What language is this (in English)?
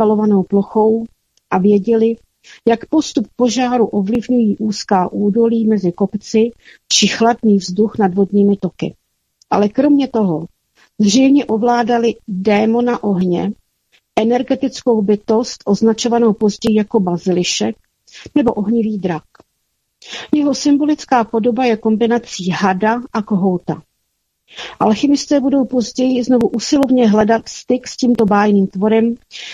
Czech